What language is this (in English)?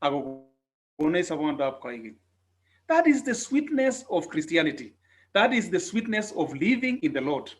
Kalenjin